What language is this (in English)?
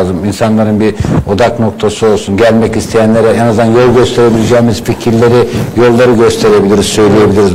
Turkish